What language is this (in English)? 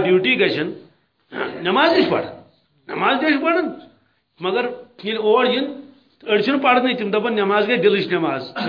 Kashmiri